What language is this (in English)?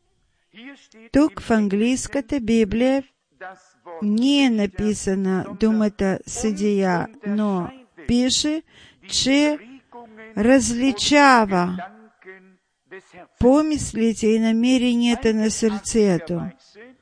Bulgarian